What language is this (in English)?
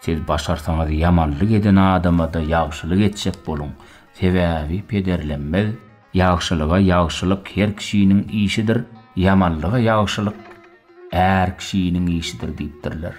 Turkmen